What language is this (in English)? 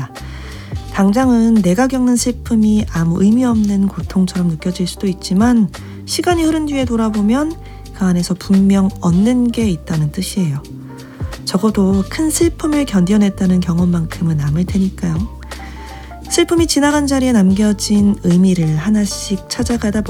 Korean